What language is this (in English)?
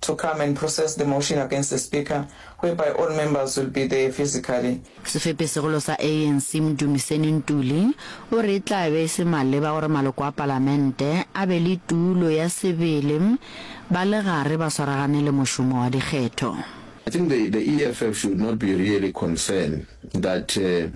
Northern Sotho